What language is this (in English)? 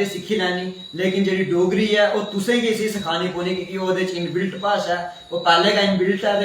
Dogri